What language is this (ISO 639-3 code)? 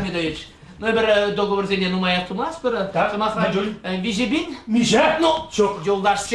chv